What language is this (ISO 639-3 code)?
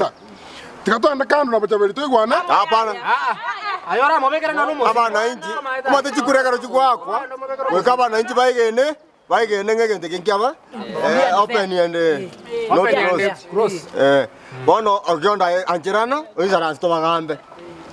guz